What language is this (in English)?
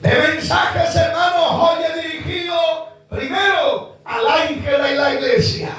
Guarani